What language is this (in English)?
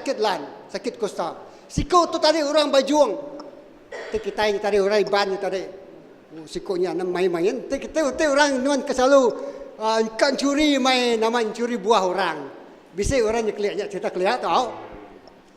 Iban